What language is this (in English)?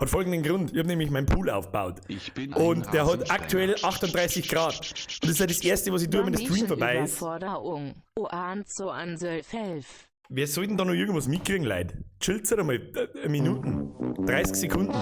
Bavarian